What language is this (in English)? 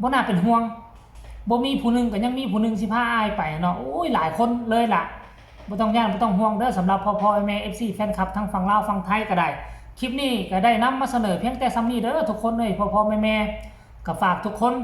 Northeastern Thai